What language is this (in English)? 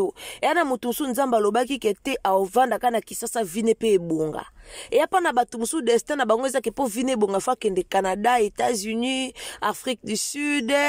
Lingala